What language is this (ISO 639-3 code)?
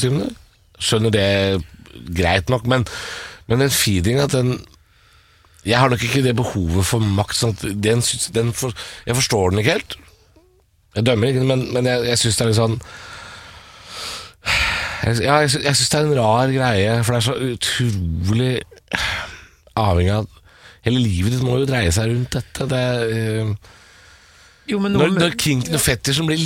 nor